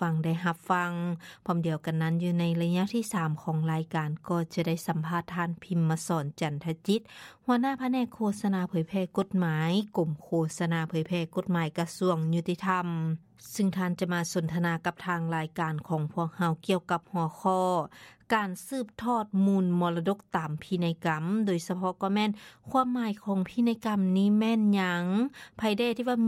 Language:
Lao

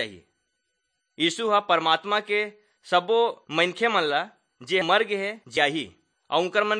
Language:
Chhattisgarhi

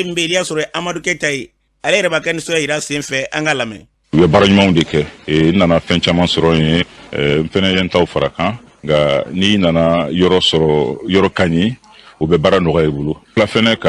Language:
Bambara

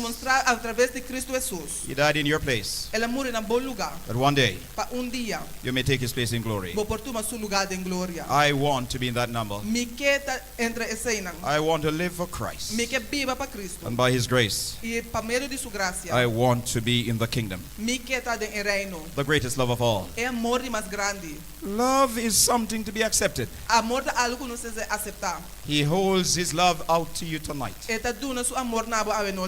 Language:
Papiamento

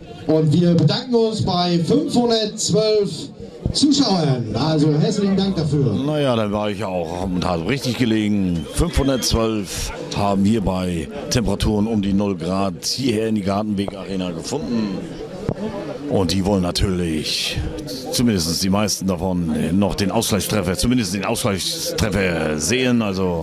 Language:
German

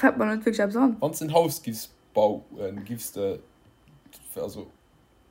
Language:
Luxembourgish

